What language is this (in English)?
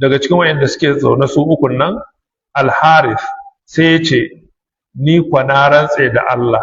Hausa